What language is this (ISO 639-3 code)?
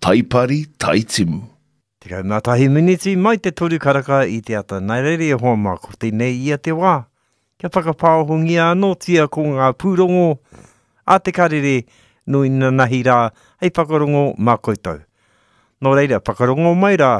mri